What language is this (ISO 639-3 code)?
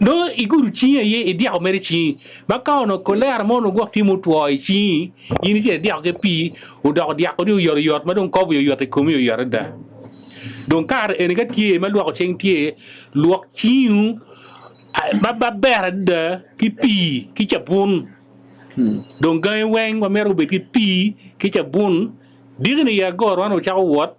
ach